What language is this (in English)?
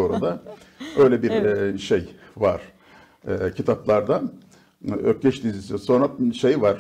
Turkish